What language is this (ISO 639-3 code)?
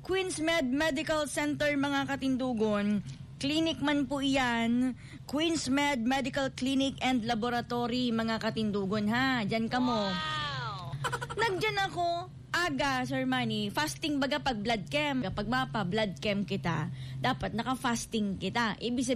bik